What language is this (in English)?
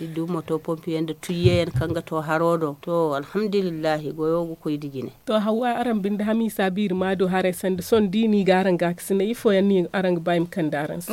Zarma